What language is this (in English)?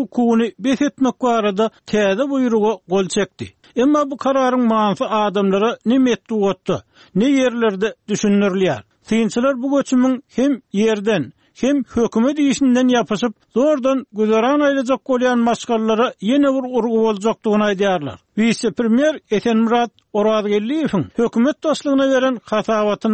Turkmen